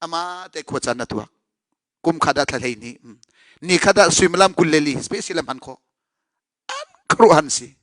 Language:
Hakha Chin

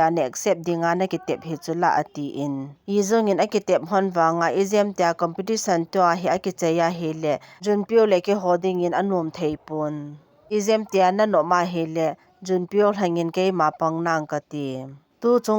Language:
Thado Chin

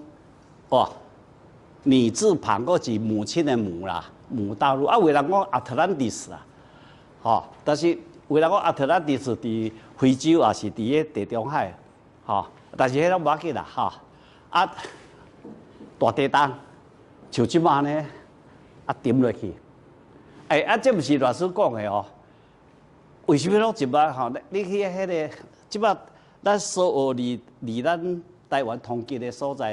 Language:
Min Nan Chinese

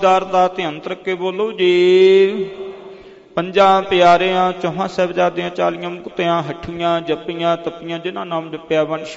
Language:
Punjabi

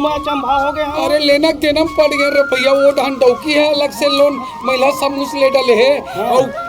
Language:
Chhattisgarhi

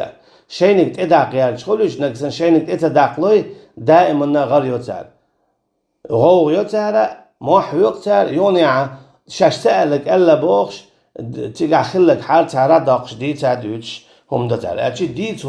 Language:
Chechen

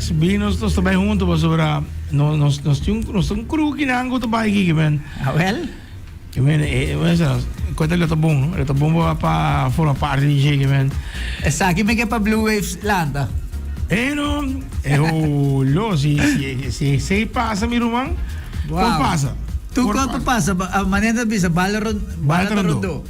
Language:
Papiamento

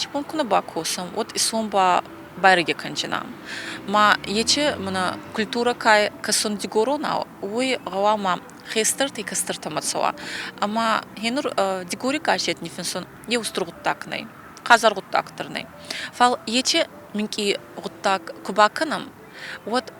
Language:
Ossetic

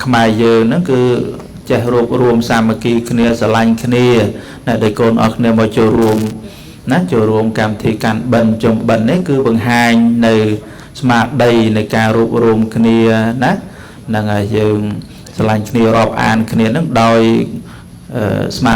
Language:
Khmer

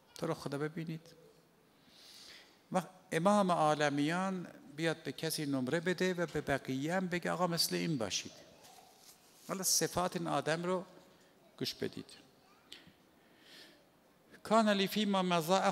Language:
Persian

